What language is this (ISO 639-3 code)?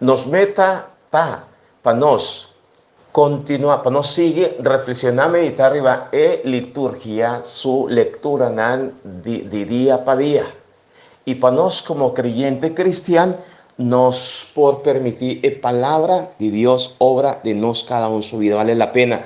pap